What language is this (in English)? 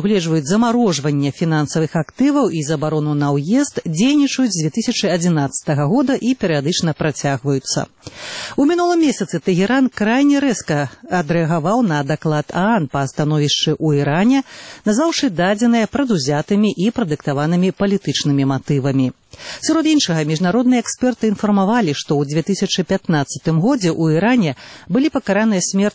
Belarusian